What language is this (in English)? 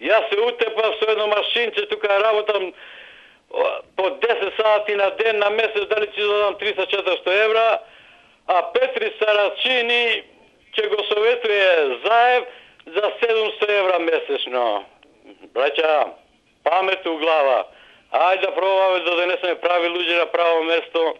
Macedonian